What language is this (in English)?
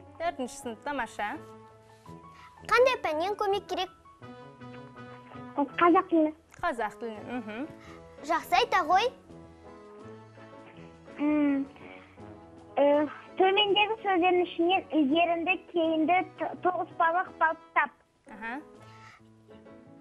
Kazakh